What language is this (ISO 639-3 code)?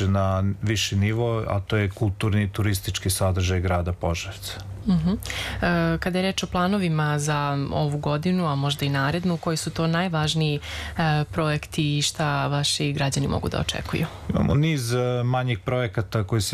srp